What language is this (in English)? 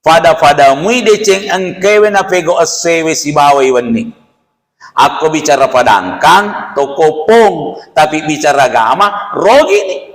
Buginese